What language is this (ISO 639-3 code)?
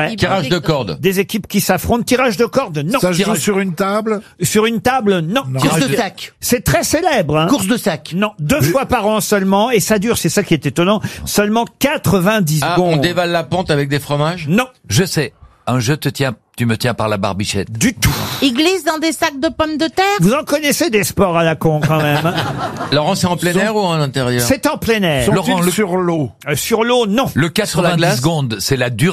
fra